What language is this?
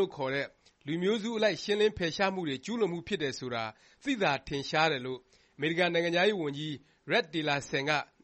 Burmese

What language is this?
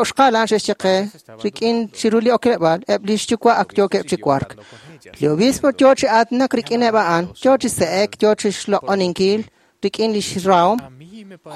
Kekchí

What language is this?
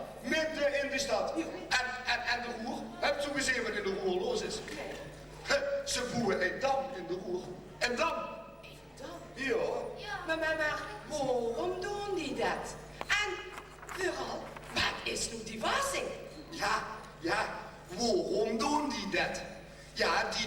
Limburgish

